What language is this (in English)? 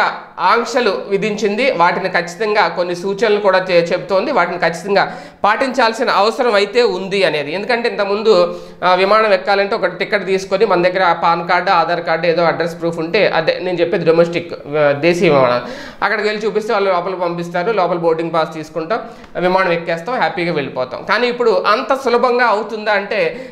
Telugu